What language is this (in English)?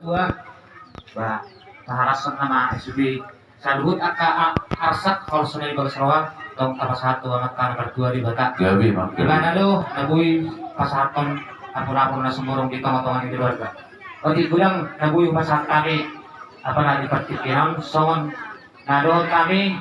Batak Toba